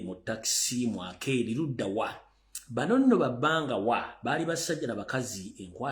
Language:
Ganda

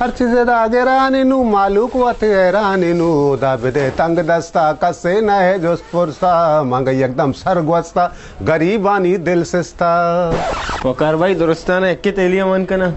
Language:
Baluchi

